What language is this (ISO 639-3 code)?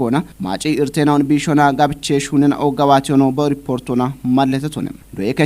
kbr